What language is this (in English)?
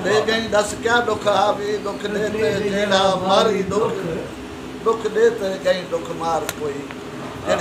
Saraiki